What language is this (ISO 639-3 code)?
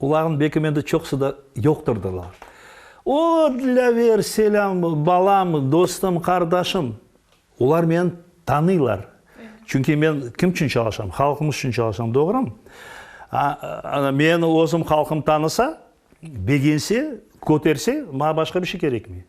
crh